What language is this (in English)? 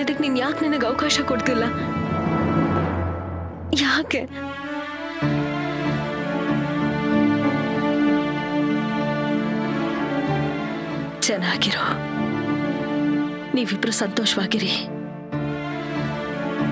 Kannada